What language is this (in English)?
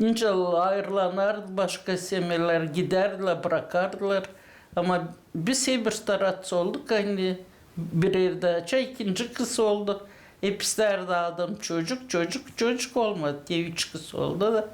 Gagauz